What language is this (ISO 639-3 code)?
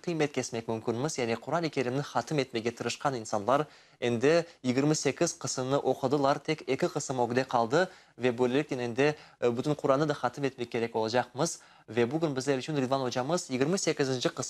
crh